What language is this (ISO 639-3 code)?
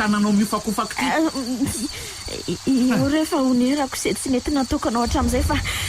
mlg